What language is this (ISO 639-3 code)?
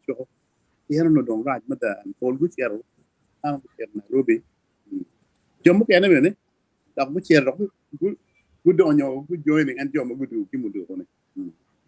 ach